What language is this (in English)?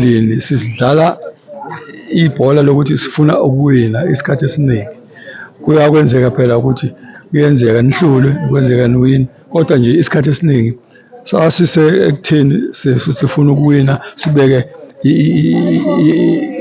Zulu